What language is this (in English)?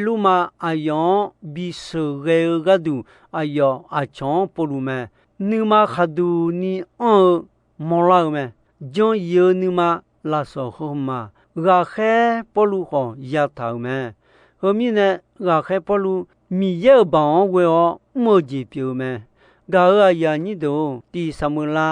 Akha